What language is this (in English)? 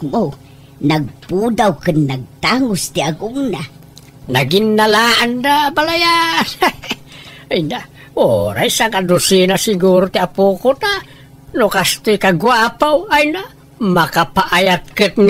Iloko